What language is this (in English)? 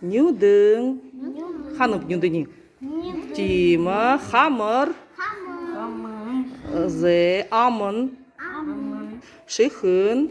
Buriat